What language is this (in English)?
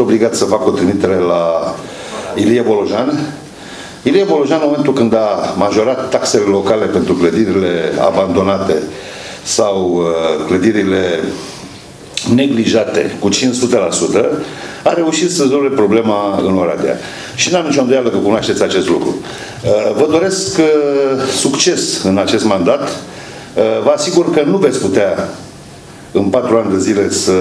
Romanian